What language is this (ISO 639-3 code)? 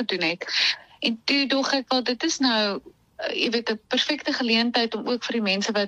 afr